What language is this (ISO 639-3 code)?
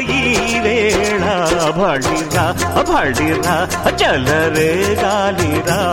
tel